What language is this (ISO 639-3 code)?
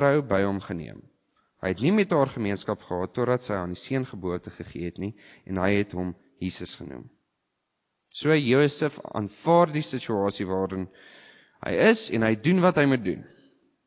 afr